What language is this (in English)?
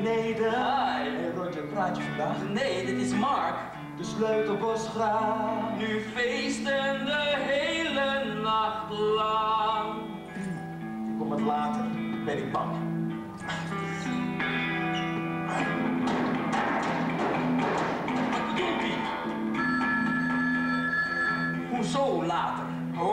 Dutch